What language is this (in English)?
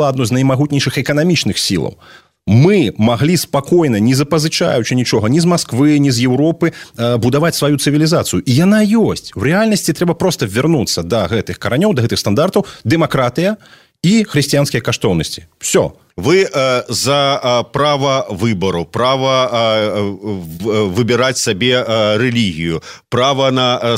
Belarusian